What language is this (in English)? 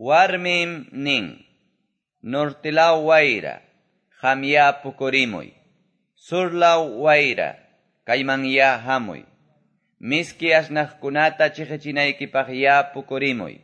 Quechua